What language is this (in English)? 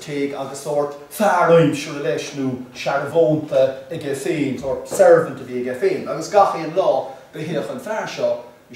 Irish